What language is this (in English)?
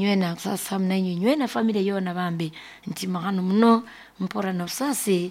Nyoro